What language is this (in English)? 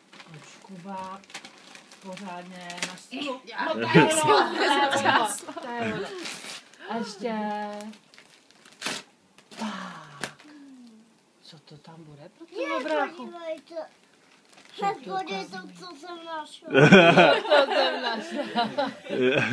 Czech